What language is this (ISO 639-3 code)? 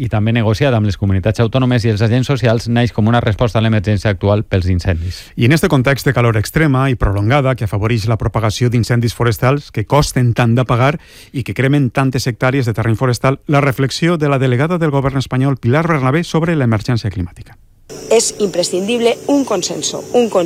cat